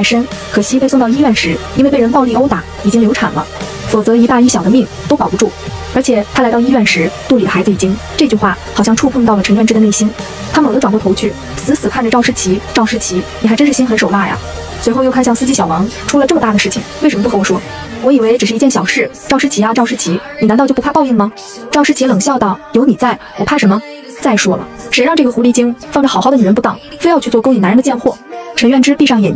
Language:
Chinese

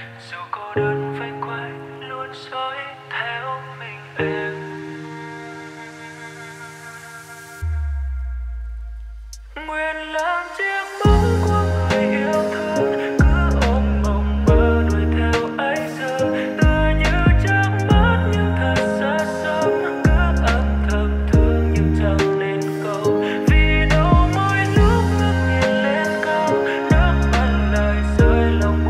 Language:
Vietnamese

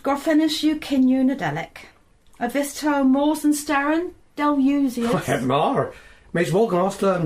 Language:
Cornish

